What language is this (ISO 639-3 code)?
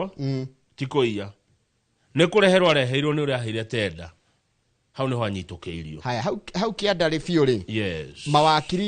kik